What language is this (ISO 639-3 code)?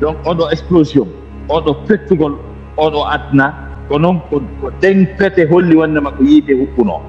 ful